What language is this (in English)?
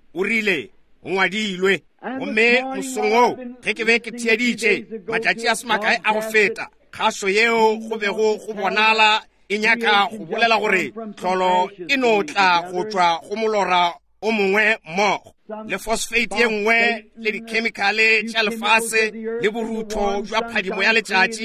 Northern Sotho